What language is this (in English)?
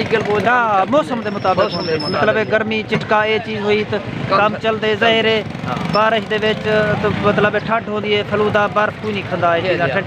Saraiki